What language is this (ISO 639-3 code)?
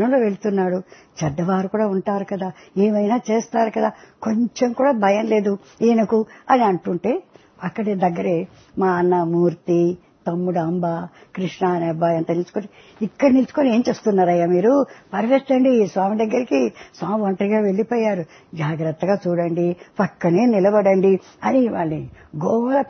tel